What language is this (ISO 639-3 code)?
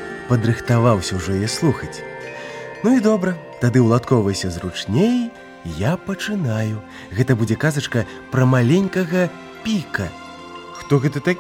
bel